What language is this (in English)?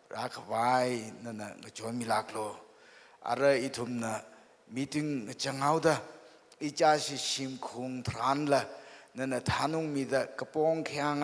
Tangkhul Naga (India)